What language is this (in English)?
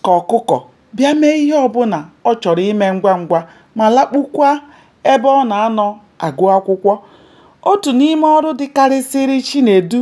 Igbo